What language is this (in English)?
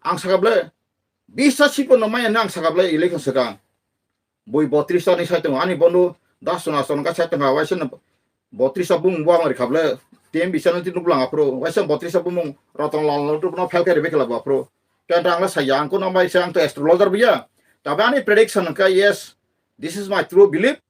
Kok Borok